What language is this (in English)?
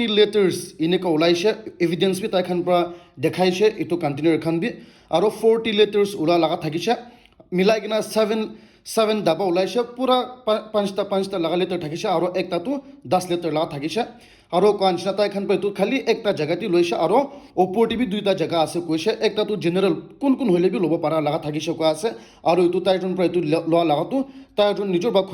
Naga Pidgin